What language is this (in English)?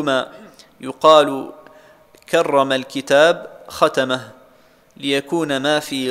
Arabic